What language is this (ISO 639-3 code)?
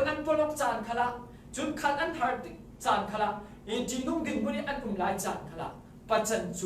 cfm